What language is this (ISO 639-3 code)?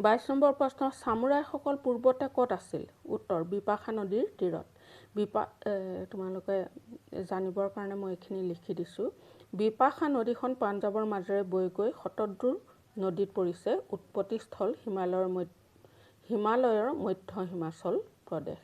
asm